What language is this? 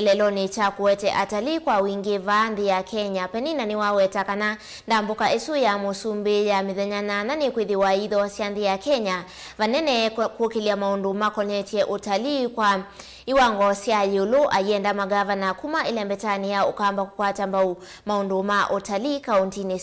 Kamba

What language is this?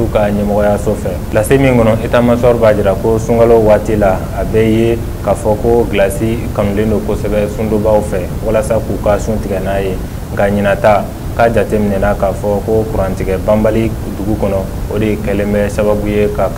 Bambara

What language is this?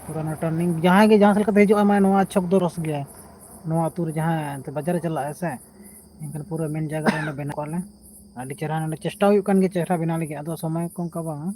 Santali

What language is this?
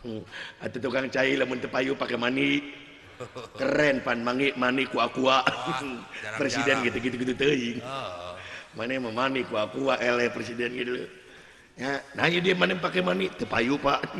Sundanese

